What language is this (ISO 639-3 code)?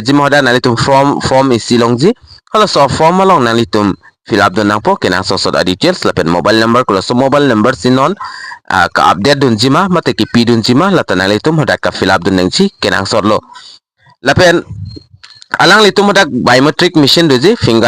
mjw